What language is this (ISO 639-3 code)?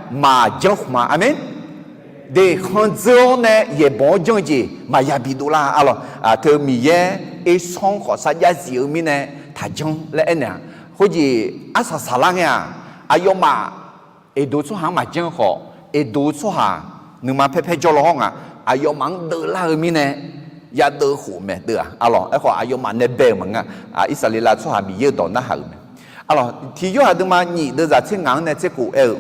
ahk